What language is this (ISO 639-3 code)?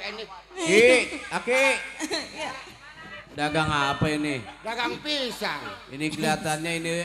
bew